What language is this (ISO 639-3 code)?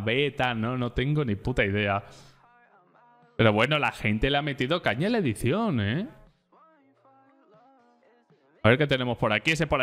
spa